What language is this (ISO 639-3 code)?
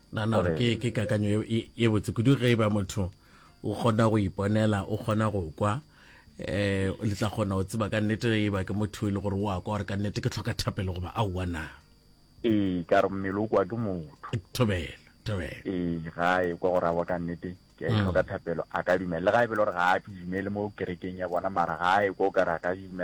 nso